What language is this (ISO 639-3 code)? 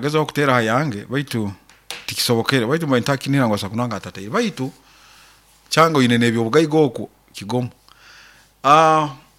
nyo